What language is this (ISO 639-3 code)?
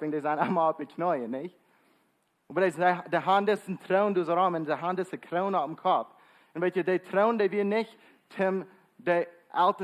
pdt